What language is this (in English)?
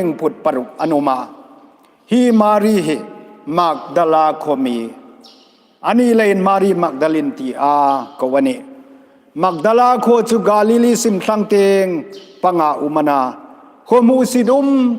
Hmar